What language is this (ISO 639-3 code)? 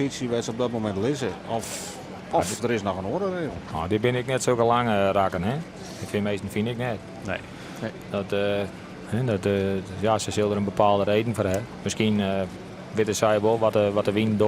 fry